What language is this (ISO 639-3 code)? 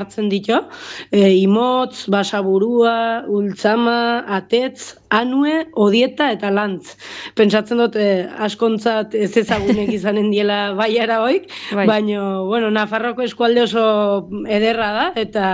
eus